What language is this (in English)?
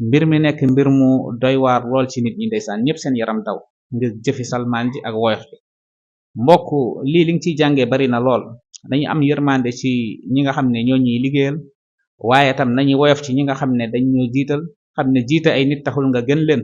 Wolof